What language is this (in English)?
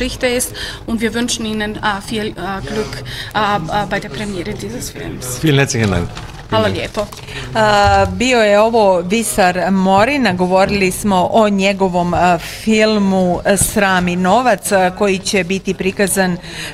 Bosnian